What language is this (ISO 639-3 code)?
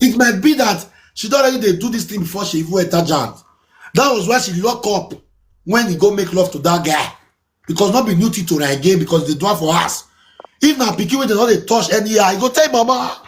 pcm